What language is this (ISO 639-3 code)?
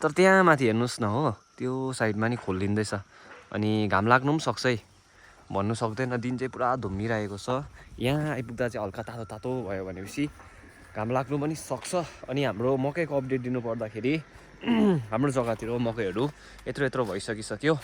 nep